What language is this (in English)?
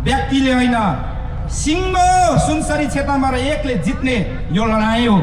Nepali